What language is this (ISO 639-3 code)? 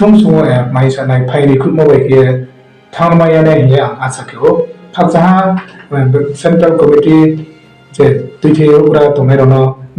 ria